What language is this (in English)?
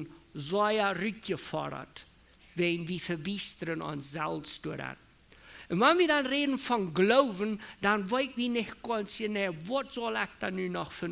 Plautdietsch